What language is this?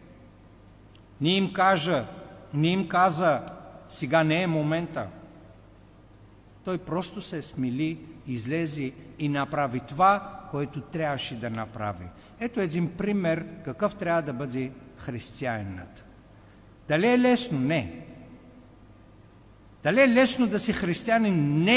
Bulgarian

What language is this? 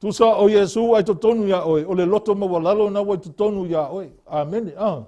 Samoan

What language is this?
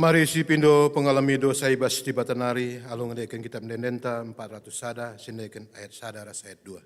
Batak Karo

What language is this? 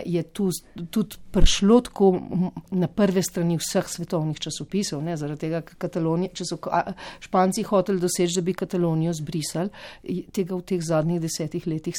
Slovenian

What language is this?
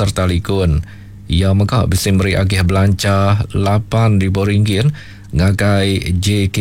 Iban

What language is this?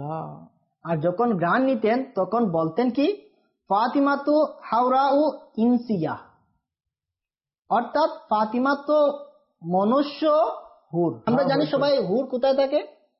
Bangla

